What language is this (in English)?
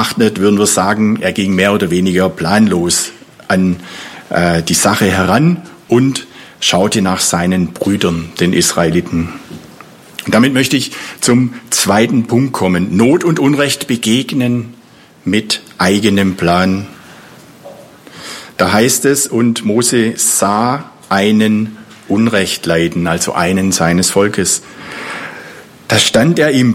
German